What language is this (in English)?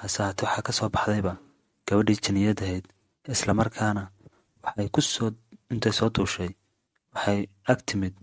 Somali